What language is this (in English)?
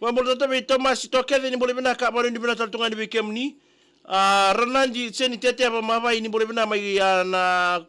Fijian